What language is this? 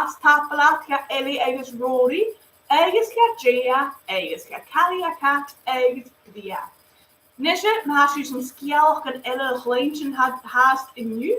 Scottish Gaelic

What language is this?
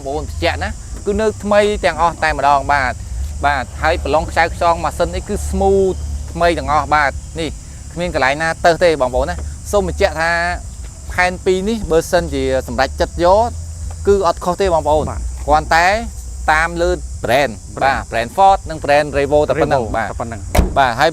Khmer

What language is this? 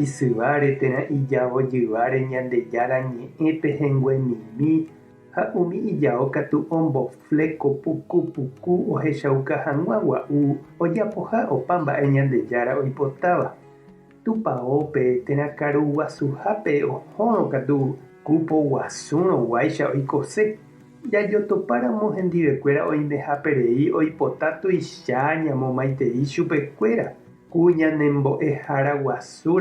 Guarani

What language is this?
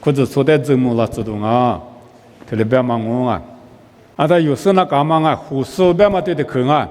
Lisu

